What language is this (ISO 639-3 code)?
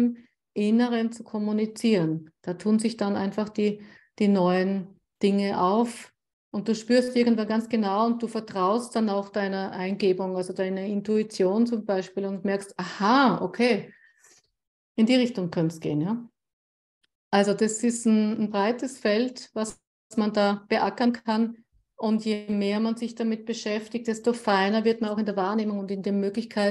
deu